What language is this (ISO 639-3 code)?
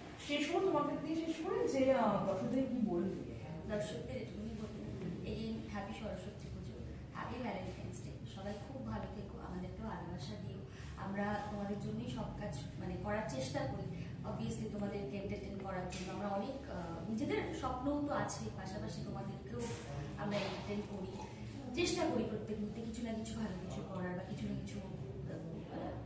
ben